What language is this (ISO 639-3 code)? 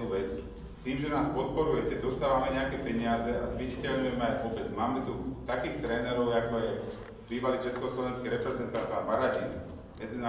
slk